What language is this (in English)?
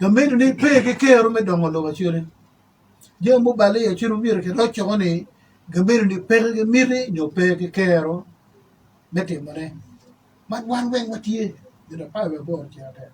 Acoli